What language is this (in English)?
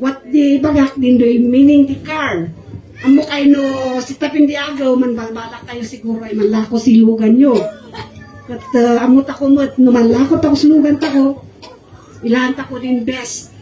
Kankanaey